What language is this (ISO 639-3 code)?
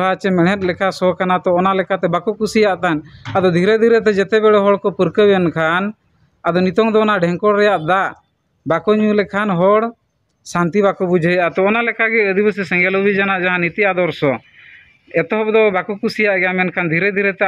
sat